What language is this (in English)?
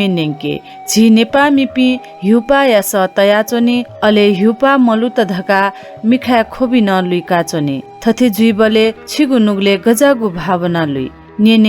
Newari